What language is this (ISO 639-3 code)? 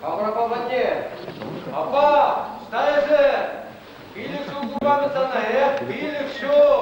chv